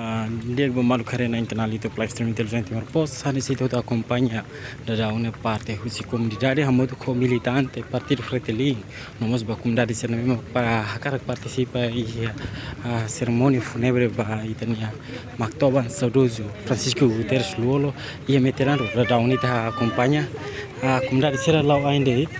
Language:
Tetum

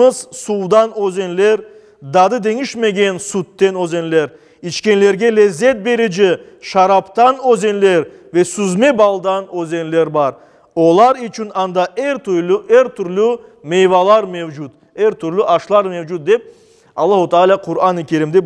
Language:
Crimean Tatar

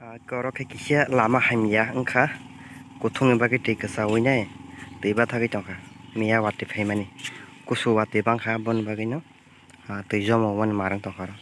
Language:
Kok Borok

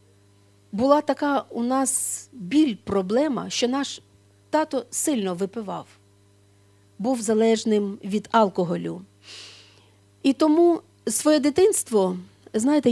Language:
Ukrainian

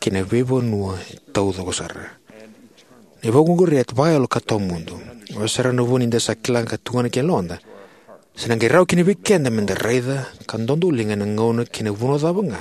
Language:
Fijian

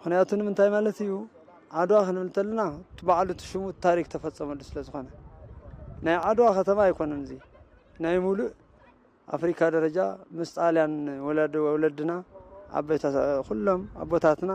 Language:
Tigrinya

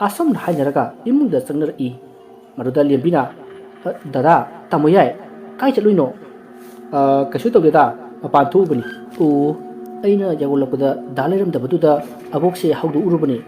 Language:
Manipuri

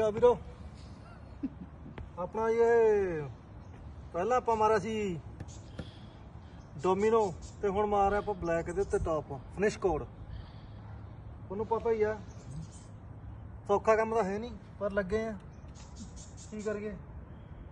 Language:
Punjabi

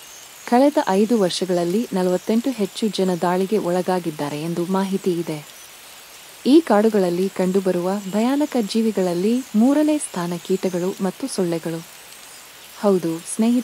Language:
Kannada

